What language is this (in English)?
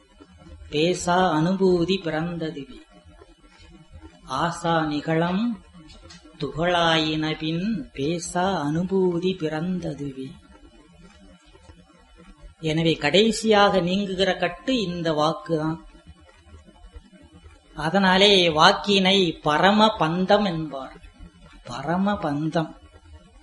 Tamil